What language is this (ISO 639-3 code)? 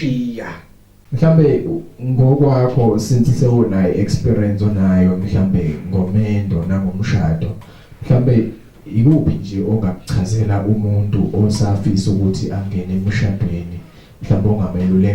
zul